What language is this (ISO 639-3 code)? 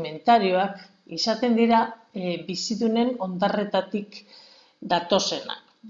eus